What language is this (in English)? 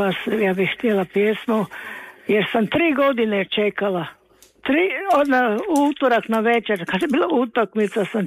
Croatian